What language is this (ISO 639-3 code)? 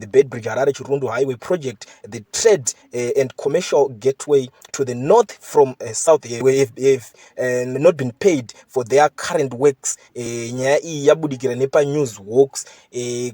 sna